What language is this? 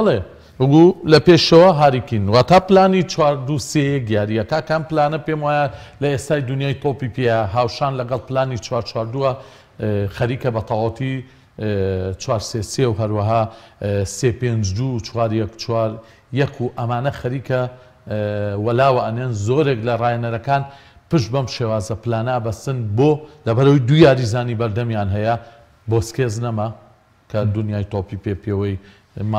Central Kurdish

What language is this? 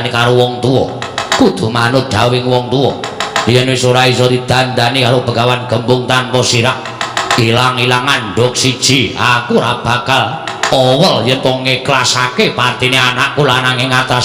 Javanese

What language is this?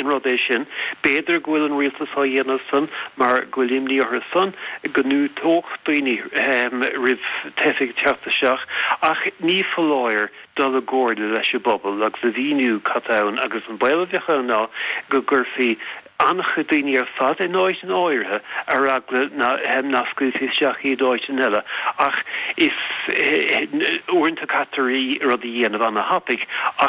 Irish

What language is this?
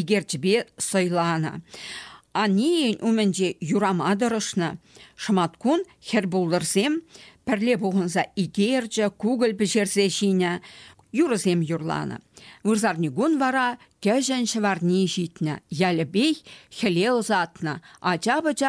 Chuvash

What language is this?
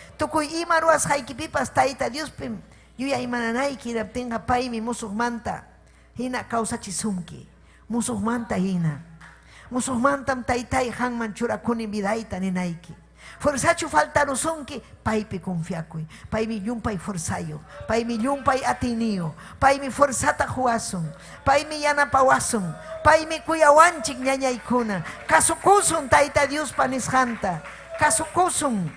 Ayacucho Quechua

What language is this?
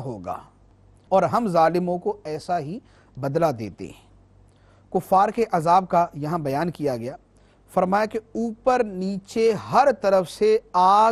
Urdu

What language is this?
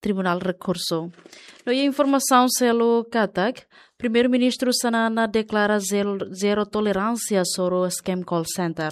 Tetum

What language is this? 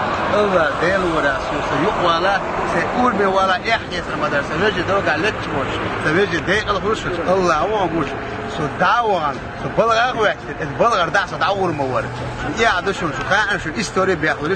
Chechen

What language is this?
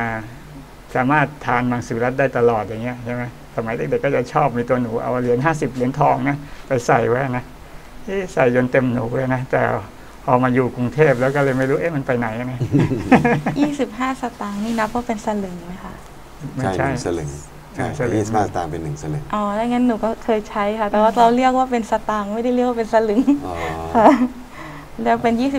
Thai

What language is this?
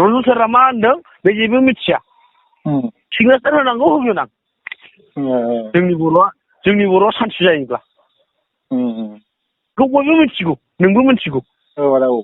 Bodo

